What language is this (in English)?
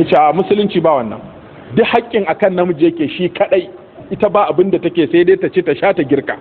Hausa